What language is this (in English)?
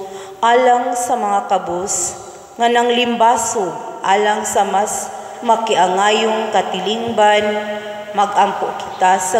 Cebuano